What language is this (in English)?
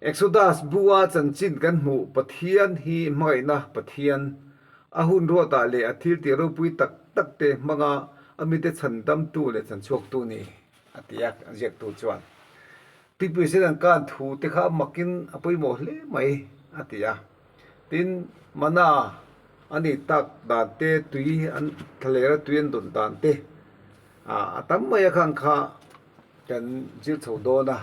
Mizo